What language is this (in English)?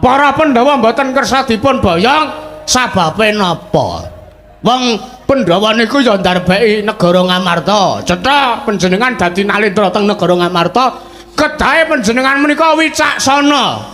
Javanese